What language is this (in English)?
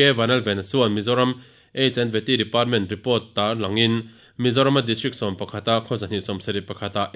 Mizo